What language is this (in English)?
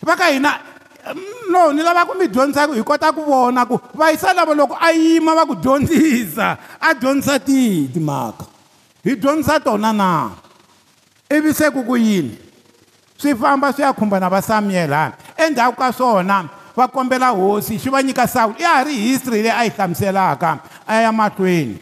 Tsonga